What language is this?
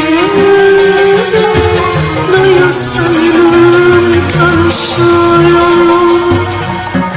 Turkish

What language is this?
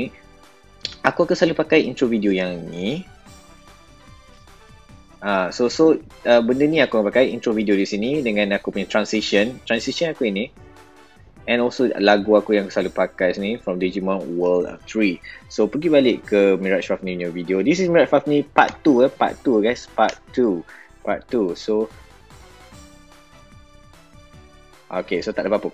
Malay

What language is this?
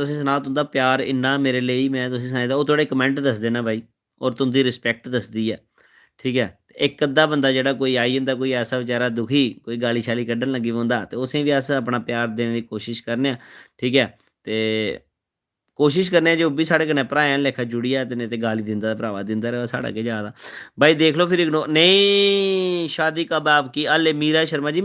Dogri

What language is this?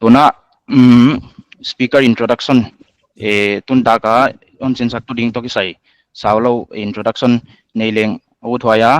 Paite Chin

